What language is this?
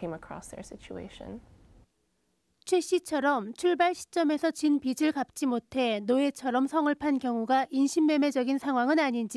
Korean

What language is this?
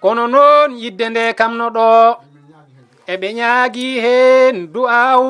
Fula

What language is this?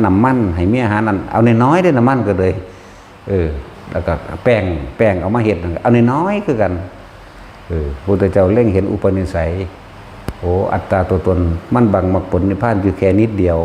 Northeastern Thai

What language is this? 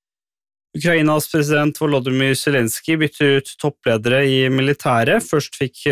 Norwegian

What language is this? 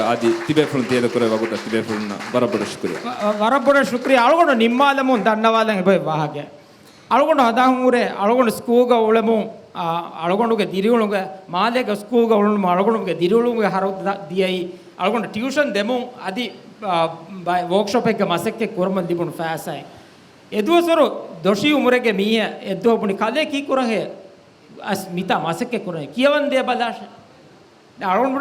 Divehi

